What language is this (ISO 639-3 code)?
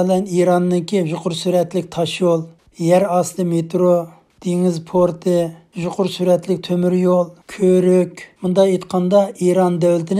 uig